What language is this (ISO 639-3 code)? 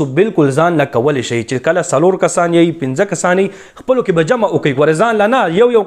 pus